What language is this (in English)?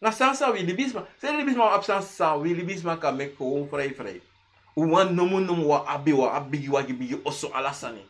Sranan Tongo